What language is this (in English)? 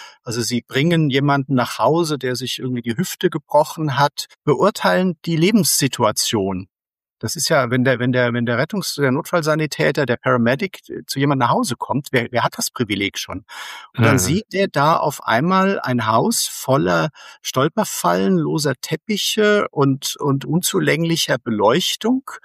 German